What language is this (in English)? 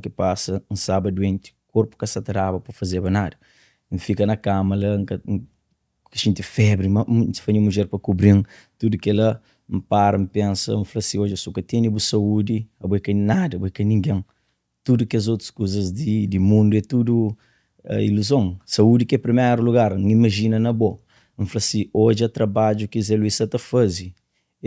Kabuverdianu